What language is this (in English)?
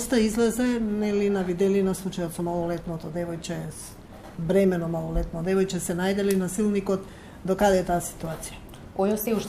Macedonian